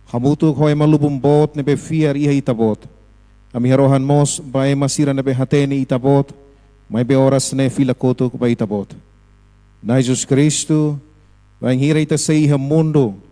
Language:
Tetum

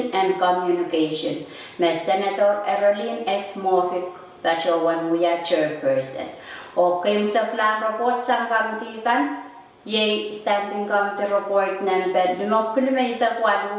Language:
Pohnpeian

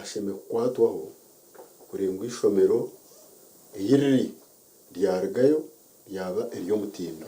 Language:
Nyankole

